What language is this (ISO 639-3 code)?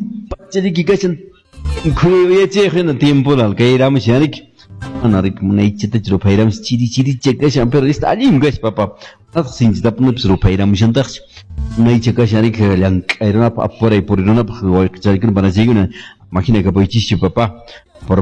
que